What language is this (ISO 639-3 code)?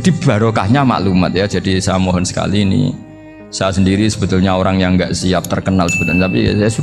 ind